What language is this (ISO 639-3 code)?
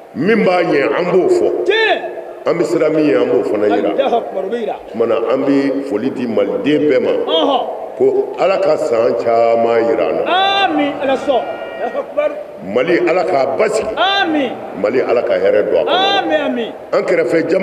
bam